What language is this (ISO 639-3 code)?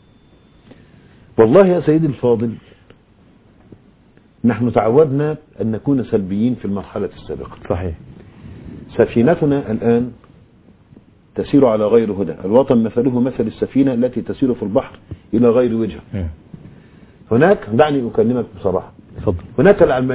ara